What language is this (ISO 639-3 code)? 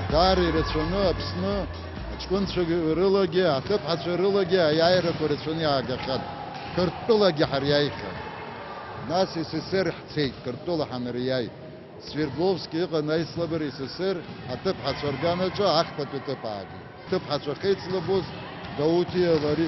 abk